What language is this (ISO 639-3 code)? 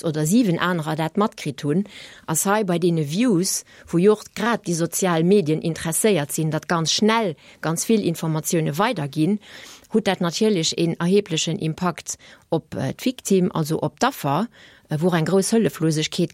ltz